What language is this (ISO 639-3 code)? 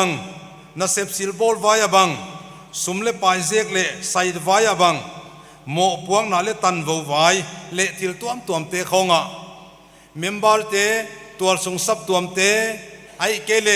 pck